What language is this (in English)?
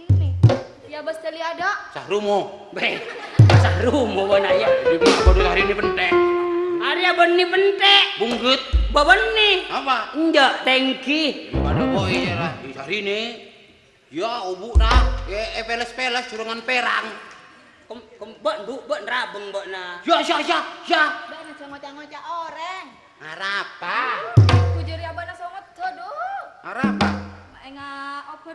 Madurese